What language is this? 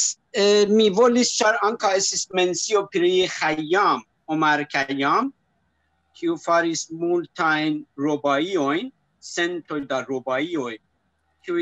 Esperanto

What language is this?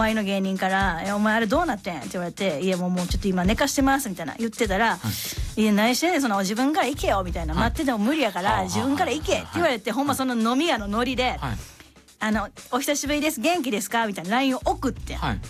Japanese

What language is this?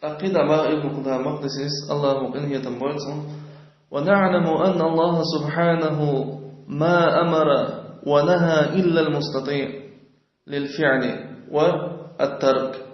Chechen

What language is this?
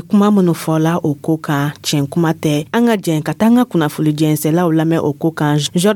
Dyula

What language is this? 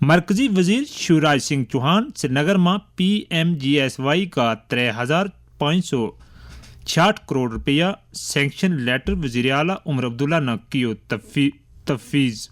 Gujari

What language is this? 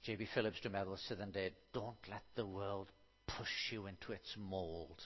Welsh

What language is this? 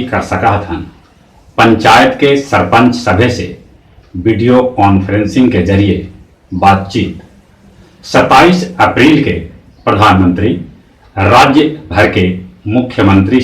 Magahi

